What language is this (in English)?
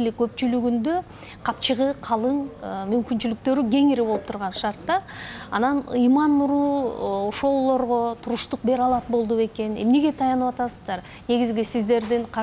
Kyrgyz